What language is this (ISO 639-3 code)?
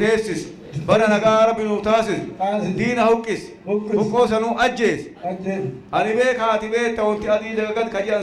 orm